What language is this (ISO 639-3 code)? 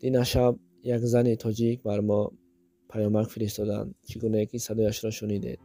tgk